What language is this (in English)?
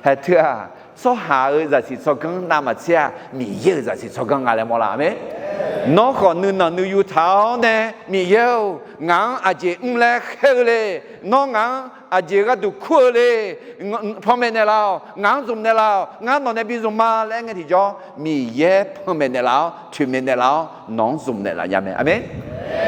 Akha